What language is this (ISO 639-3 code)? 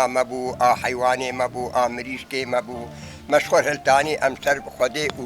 kur